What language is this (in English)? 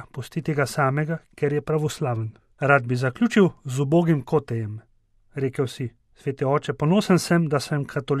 Slovenian